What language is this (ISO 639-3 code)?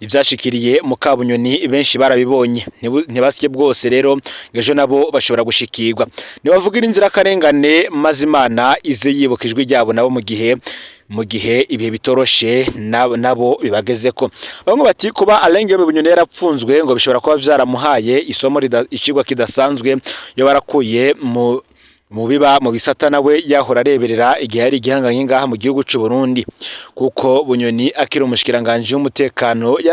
run